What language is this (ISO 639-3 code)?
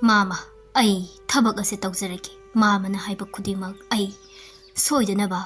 mni